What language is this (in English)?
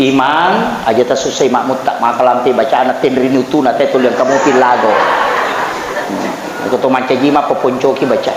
Buginese